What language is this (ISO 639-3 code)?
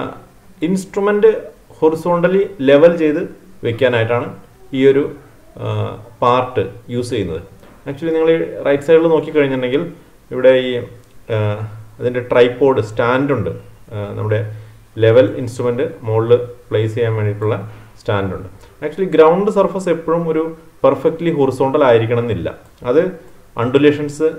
mal